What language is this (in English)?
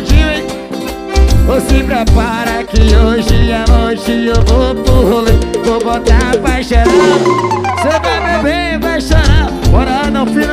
Portuguese